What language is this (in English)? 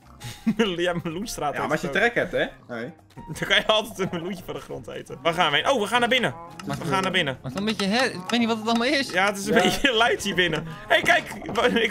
Dutch